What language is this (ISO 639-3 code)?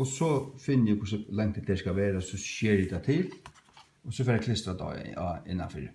fao